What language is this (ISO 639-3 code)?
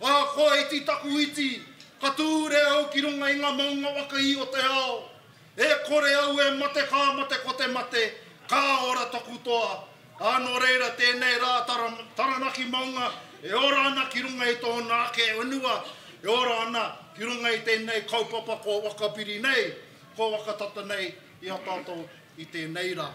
mri